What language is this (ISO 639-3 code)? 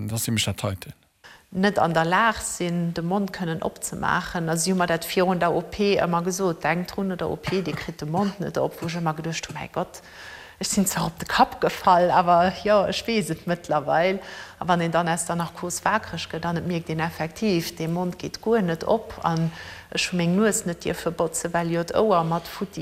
ltz